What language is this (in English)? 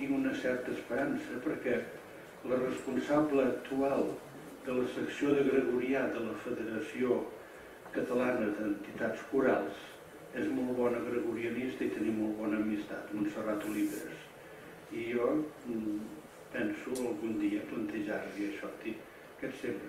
Catalan